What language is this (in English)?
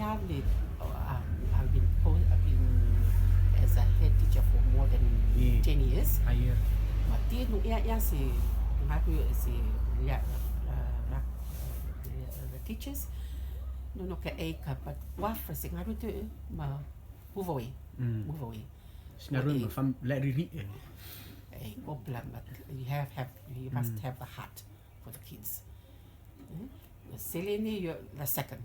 Rotuman